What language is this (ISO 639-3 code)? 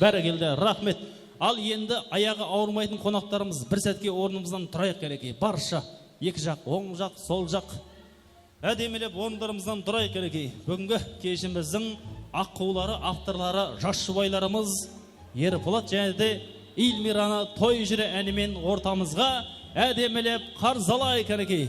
kaa